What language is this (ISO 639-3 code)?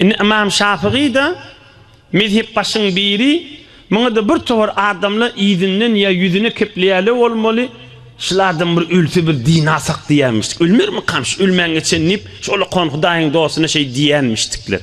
tuk